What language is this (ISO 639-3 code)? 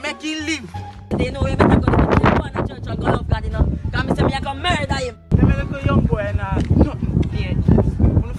jam